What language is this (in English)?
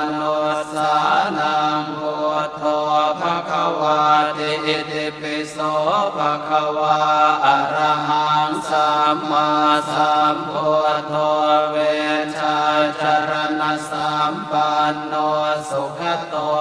Pali